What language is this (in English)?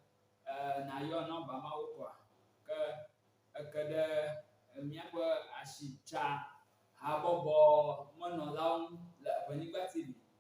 Ewe